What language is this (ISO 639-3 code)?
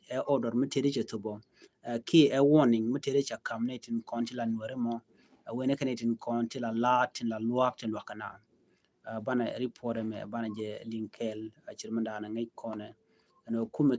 nus